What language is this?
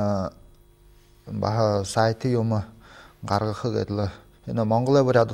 Buriat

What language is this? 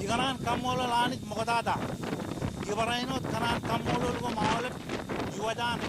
Marshallese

